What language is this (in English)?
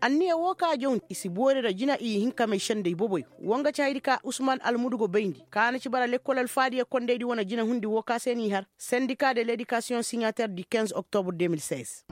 Koyraboro Senni